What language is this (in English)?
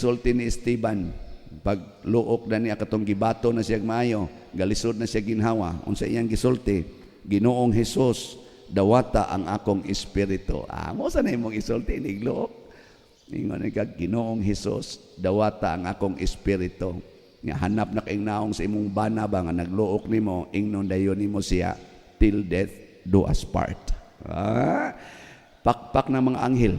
Cebuano